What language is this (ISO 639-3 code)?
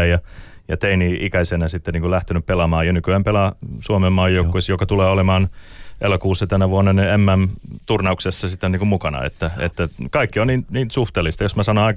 fin